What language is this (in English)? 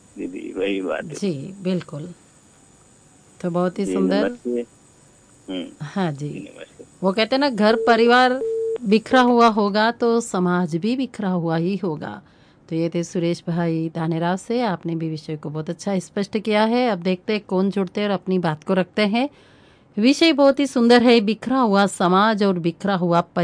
Hindi